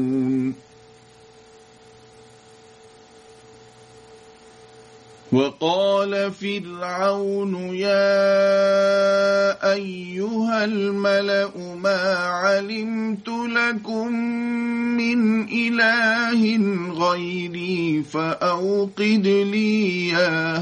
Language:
Arabic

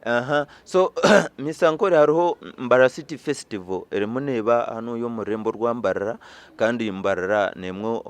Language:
Nyankole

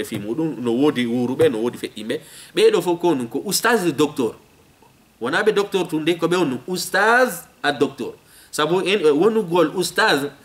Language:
Fula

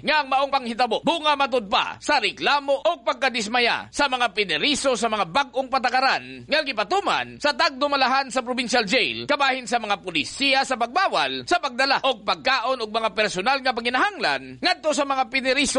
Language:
Cebuano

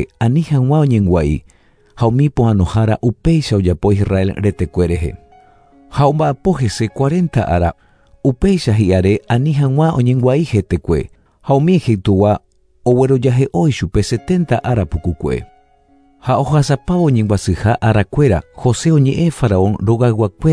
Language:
Guarani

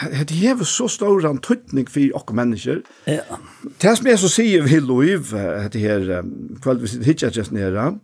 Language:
Faroese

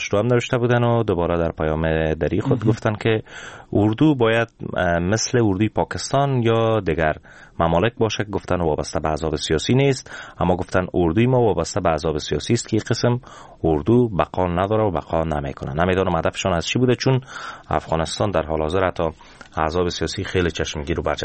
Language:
Persian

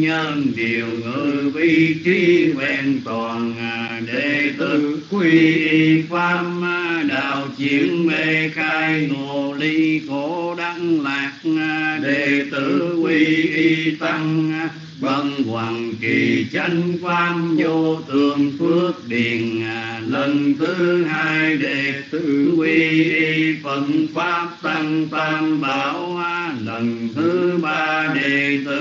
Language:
Vietnamese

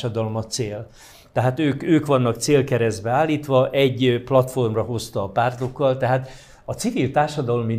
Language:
Hungarian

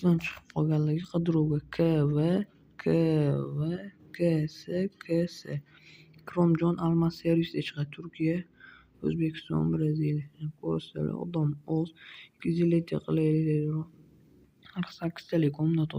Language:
Uzbek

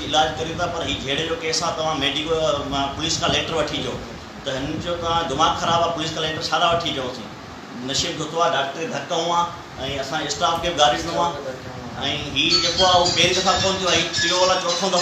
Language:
Sindhi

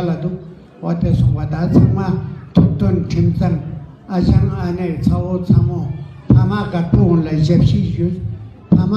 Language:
Ladakhi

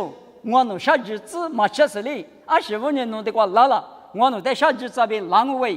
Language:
Lisu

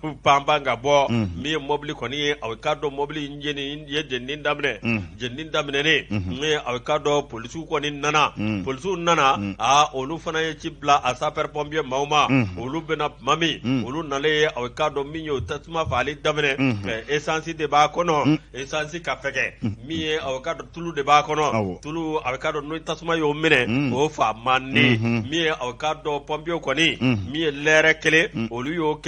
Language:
Bambara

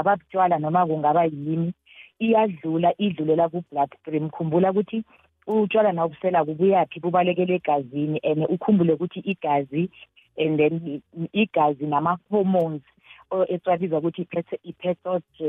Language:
South Ndebele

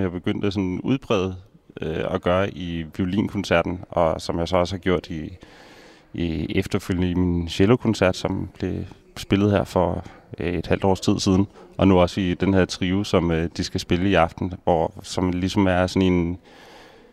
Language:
Danish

